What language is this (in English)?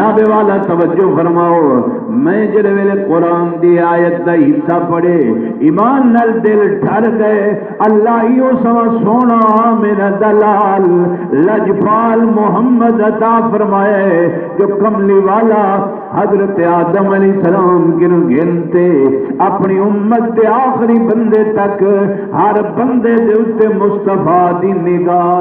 Saraiki